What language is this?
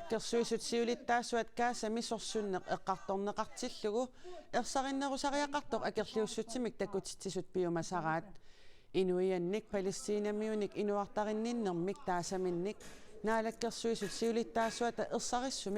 Kalaallisut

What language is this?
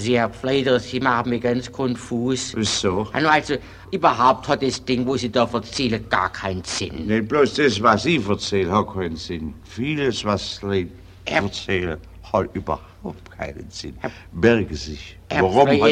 German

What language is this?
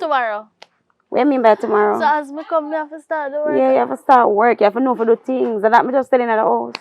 Jamaican Creole English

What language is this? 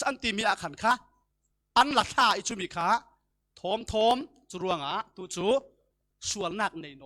Falam Chin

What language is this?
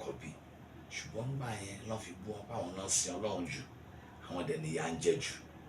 Yoruba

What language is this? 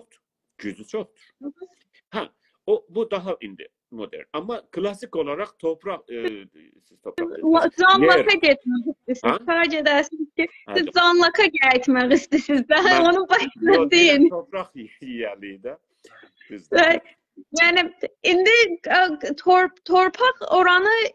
South Azerbaijani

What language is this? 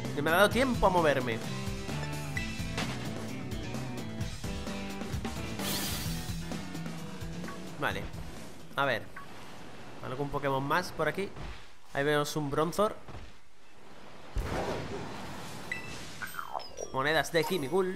Spanish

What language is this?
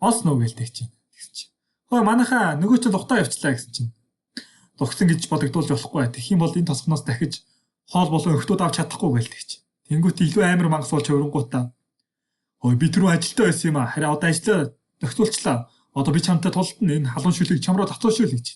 Mongolian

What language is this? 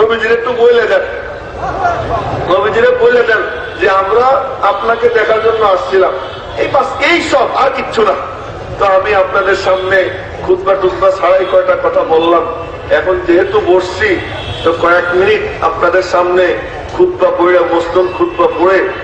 Bangla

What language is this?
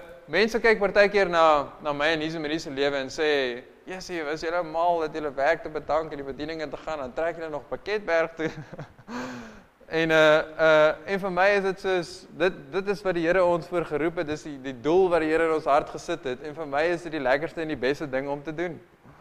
Afrikaans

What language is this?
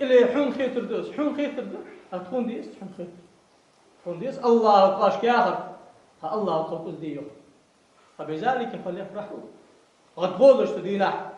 Ingush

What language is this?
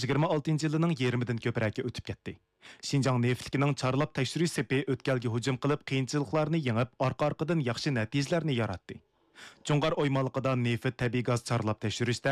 Uyghur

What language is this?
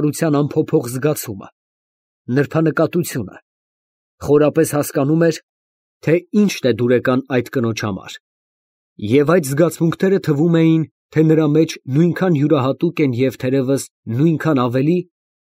Armenian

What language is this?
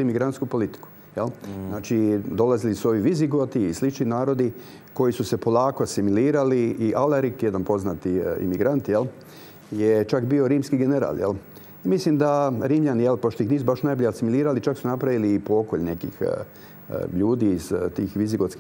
Croatian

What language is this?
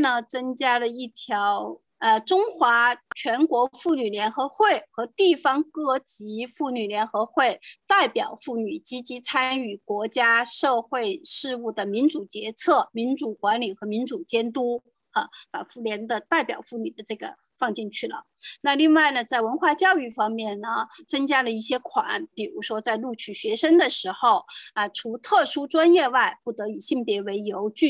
Chinese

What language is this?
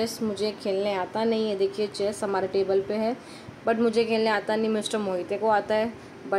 Hindi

